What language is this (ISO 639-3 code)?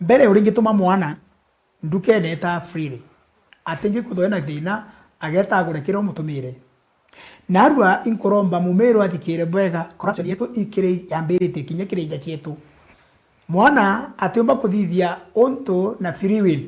mer